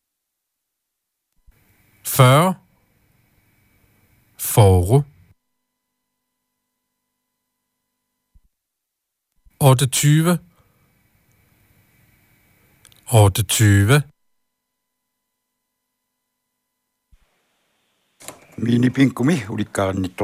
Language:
Danish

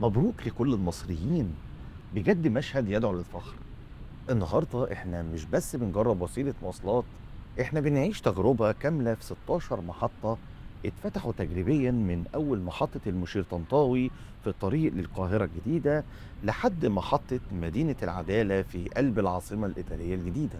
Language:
Egyptian Arabic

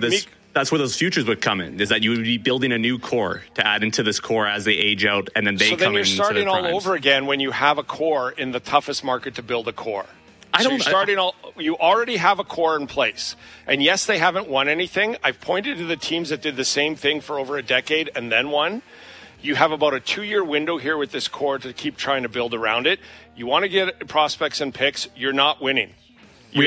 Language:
English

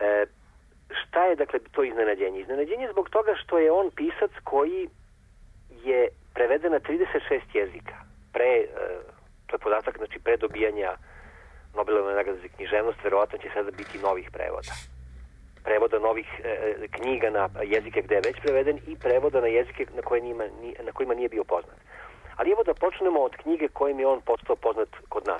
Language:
Serbian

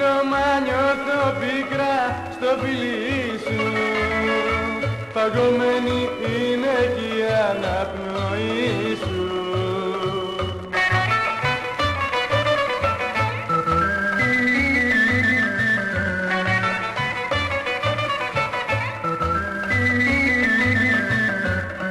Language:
Greek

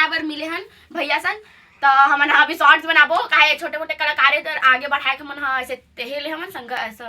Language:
Chhattisgarhi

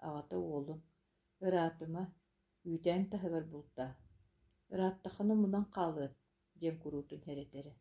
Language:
Yakut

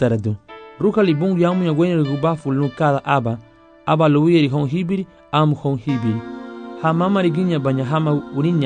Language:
Garifuna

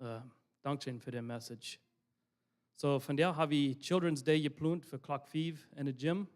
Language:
Plautdietsch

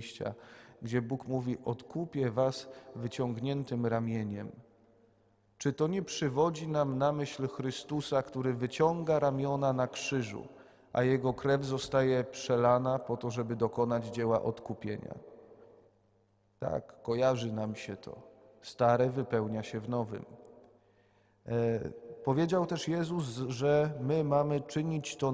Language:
Polish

